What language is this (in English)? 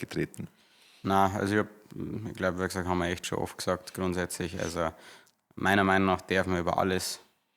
Bavarian